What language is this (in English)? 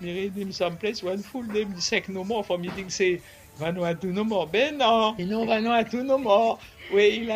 Bislama